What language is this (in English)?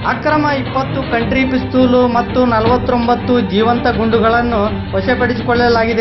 Kannada